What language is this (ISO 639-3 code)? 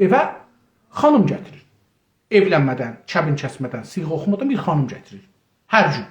azb